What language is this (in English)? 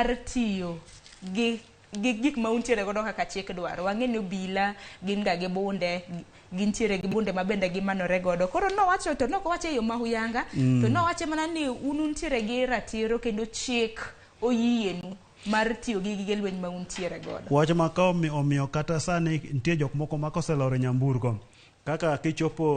Luo (Kenya and Tanzania)